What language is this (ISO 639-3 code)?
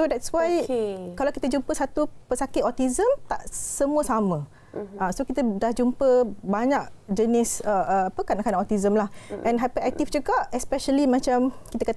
msa